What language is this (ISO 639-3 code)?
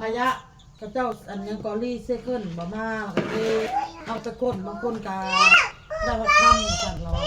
tts